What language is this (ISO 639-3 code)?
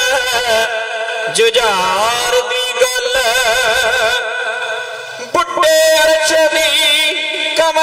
pan